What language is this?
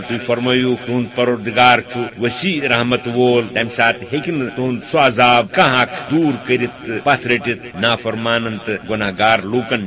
Kashmiri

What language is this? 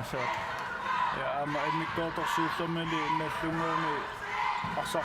Kalaallisut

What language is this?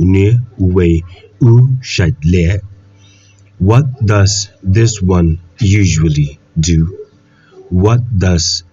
Khasi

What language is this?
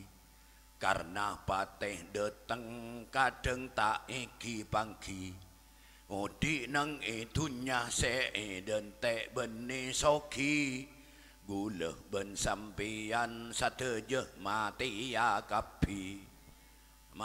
Madurese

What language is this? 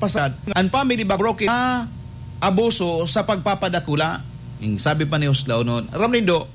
Bikol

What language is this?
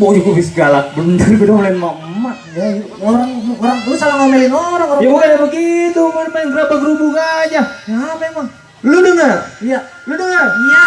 Betawi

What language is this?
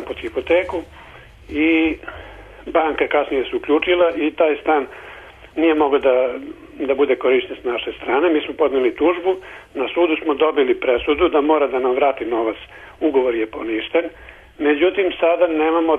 Serbian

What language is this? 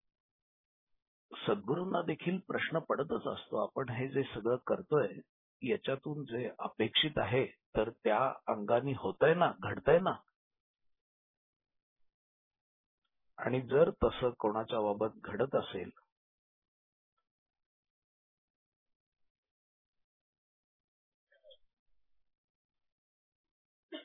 Marathi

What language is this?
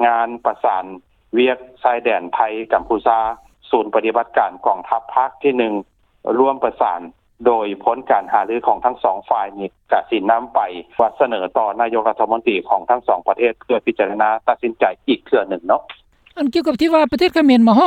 Lao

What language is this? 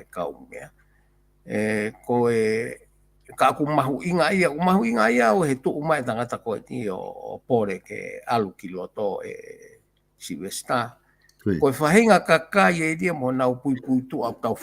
Tongan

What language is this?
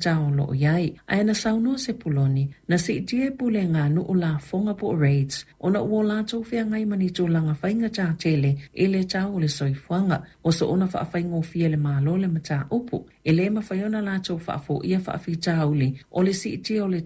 Samoan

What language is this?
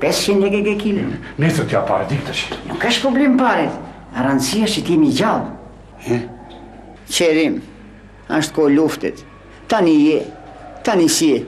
Albanian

